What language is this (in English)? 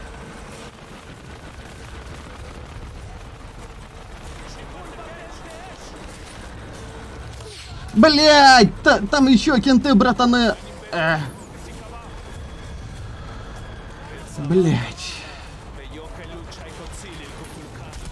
Russian